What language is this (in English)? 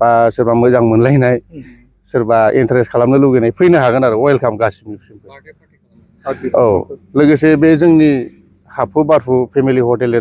Bodo